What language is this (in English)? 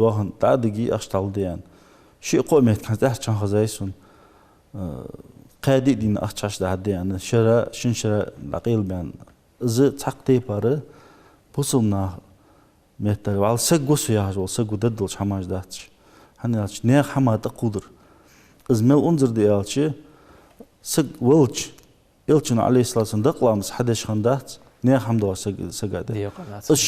Ingush